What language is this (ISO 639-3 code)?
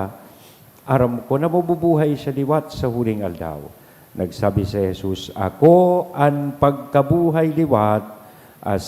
bik